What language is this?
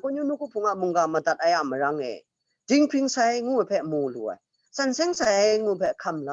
Kachin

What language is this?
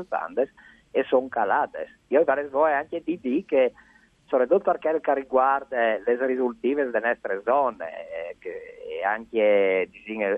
Friulian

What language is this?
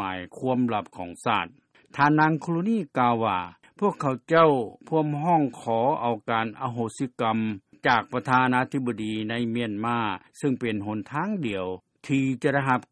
Lao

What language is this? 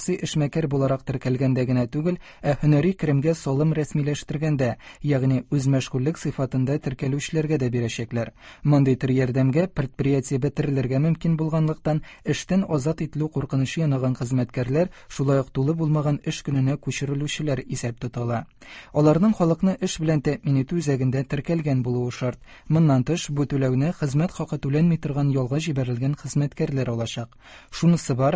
Tatar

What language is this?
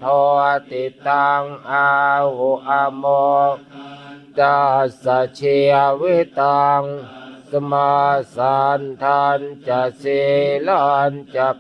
Pali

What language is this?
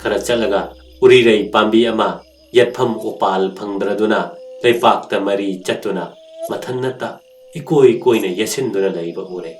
Manipuri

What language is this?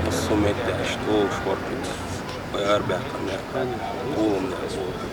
Chechen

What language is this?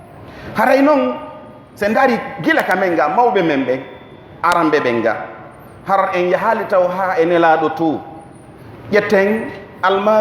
Pular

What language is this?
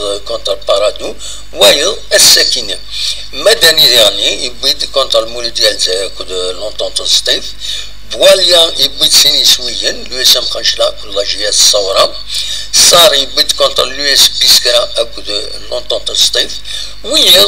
Kabyle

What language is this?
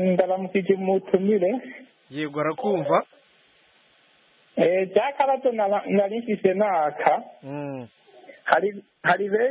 Kinyarwanda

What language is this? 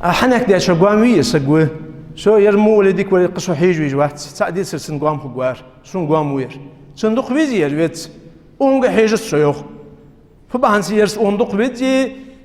Ingush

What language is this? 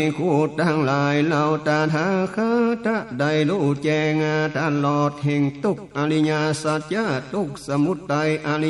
Northern Thai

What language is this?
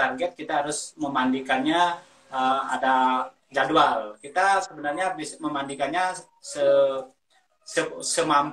Indonesian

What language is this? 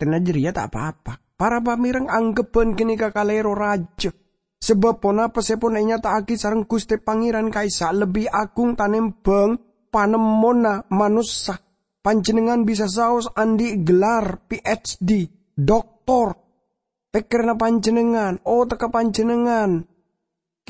Madurese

